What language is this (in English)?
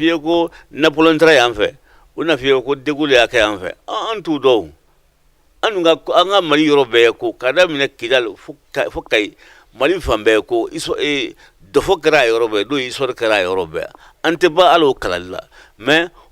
Bambara